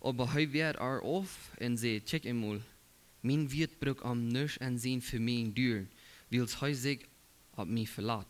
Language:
Plautdietsch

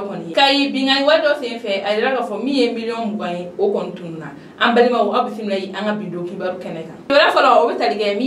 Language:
Bambara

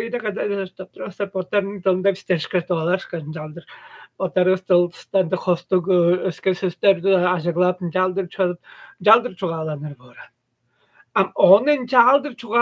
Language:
Tuvinian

